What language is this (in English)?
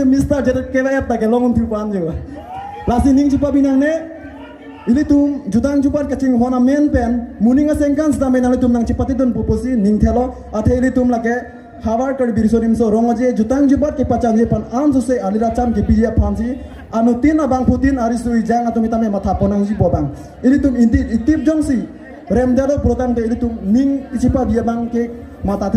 Karbi